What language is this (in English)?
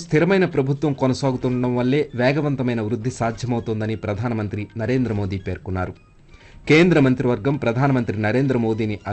Telugu